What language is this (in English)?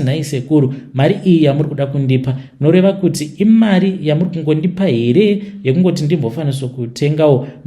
Shona